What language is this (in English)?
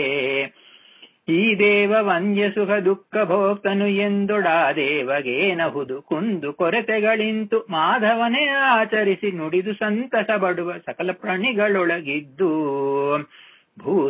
Kannada